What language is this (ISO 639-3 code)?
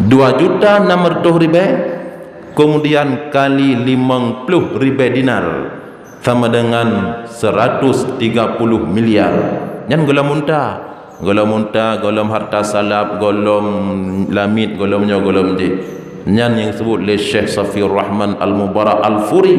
ace